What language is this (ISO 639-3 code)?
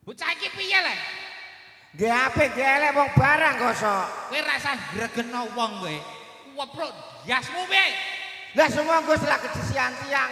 jav